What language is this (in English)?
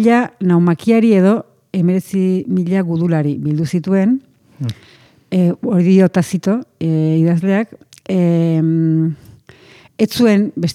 Basque